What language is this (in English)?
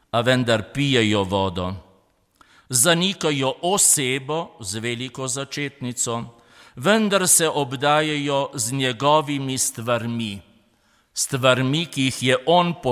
Slovenian